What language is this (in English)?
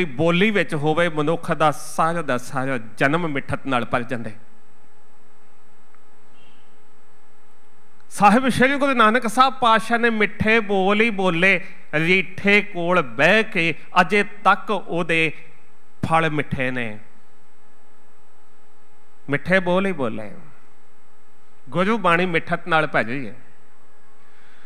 Punjabi